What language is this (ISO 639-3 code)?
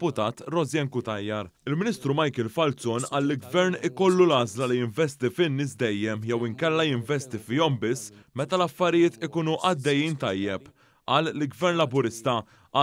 mlt